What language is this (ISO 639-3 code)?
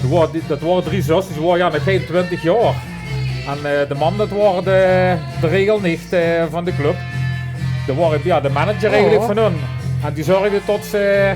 lim